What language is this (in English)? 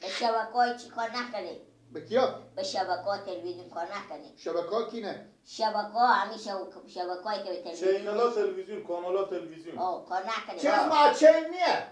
Persian